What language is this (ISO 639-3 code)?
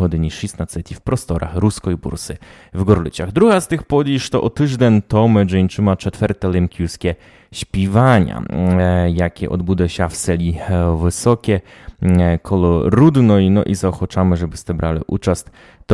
rue